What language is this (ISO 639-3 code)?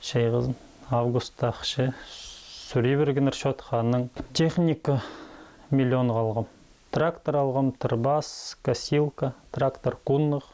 kjh